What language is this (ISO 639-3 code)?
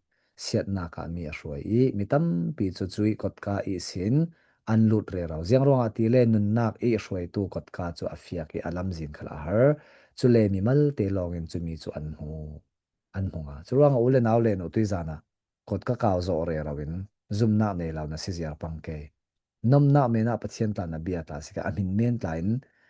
cfm